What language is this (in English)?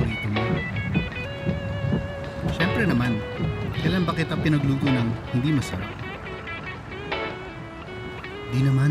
Filipino